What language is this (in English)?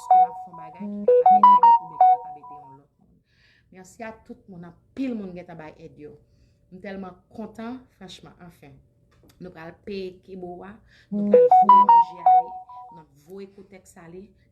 Haitian Creole